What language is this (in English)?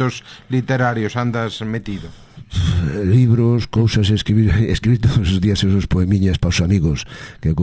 Galician